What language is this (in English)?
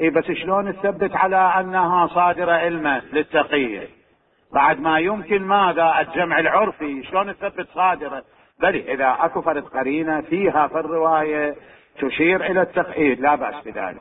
Mesopotamian Arabic